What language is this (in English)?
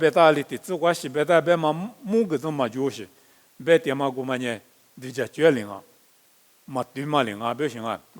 Lisu